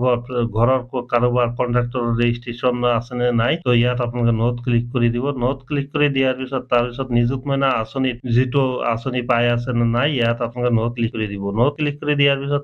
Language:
Assamese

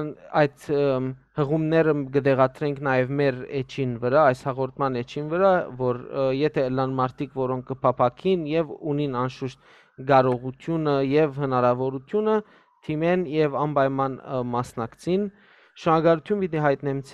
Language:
Western Armenian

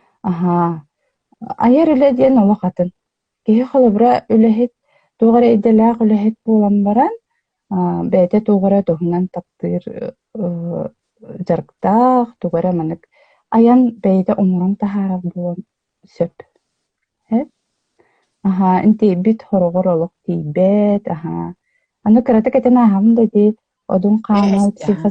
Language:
Yakut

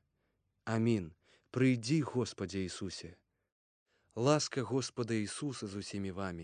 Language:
Belarusian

